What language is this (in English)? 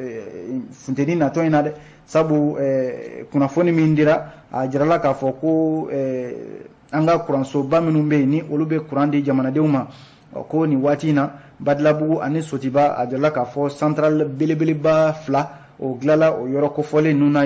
Bambara